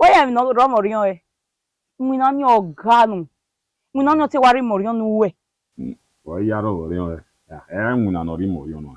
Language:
Bini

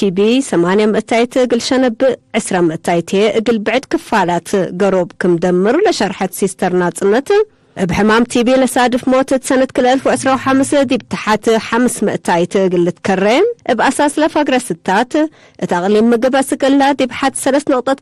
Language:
Tigre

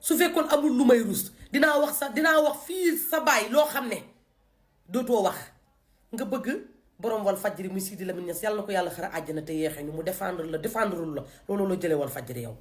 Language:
Wolof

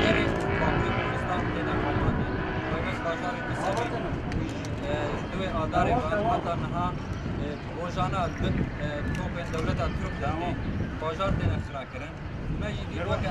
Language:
Kurdish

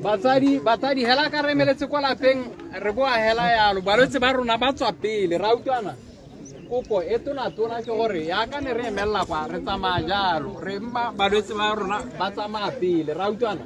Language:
Tswana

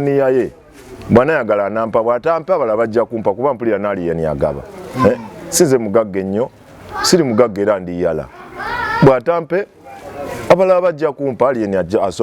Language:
Ganda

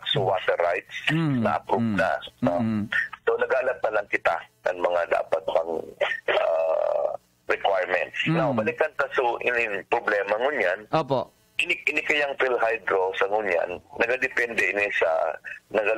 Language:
Bikol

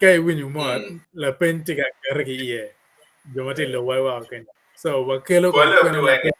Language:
Acoli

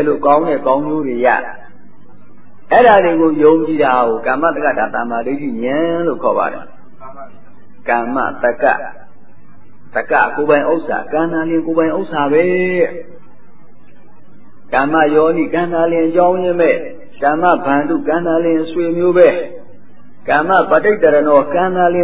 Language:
Burmese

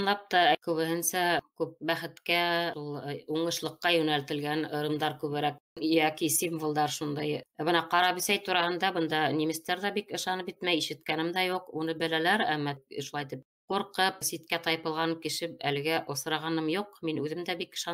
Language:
Bashkir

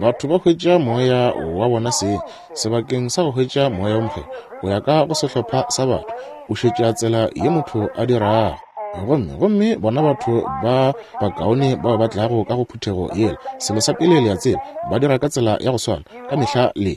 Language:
Northern Sotho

